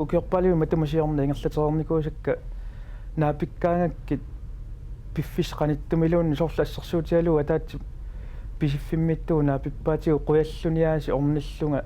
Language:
Kalaallisut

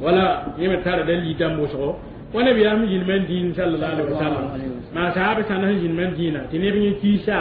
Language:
Mossi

